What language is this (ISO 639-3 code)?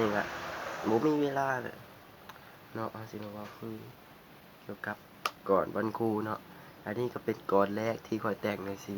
lao